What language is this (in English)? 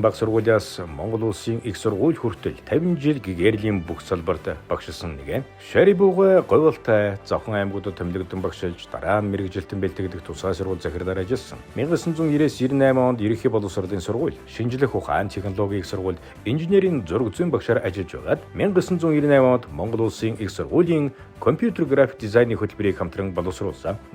Mongolian